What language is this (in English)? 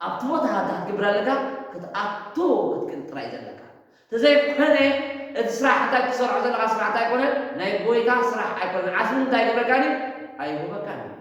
Tigrinya